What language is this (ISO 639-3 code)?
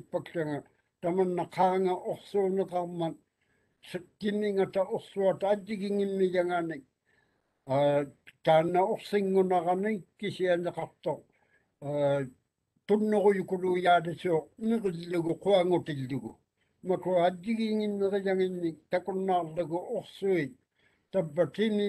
mri